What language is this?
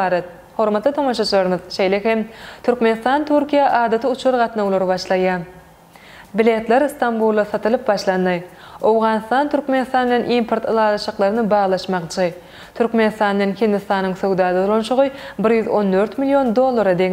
Turkmen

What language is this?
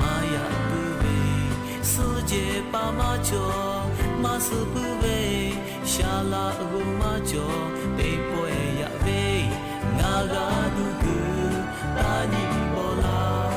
Lahu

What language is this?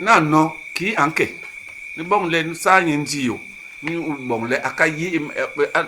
Basaa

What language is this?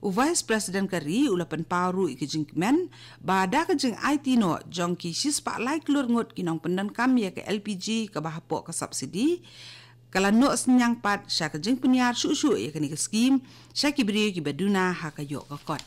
Khasi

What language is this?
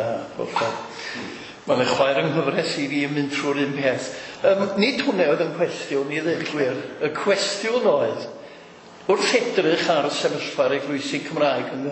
Welsh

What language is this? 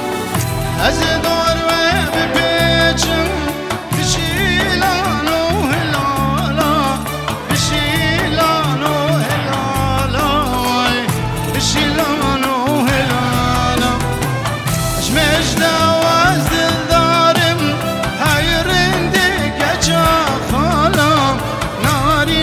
Persian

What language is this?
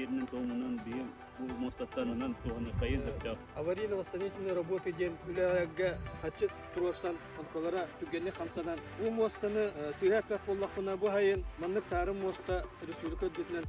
Yakut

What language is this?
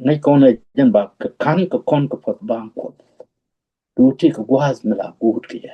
Nuer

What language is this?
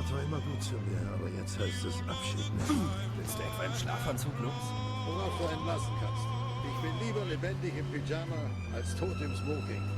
Swiss German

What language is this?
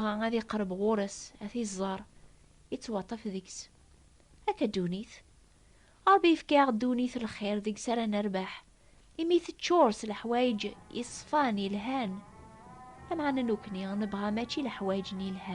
Kabyle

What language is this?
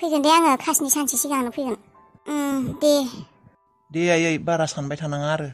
Bodo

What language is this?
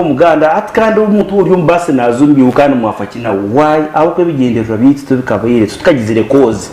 Nyankole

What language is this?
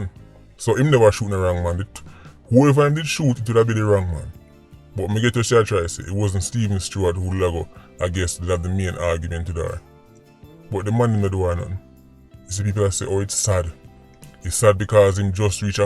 Jamaican Creole English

